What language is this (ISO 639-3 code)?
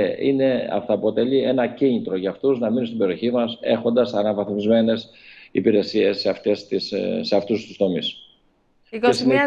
ell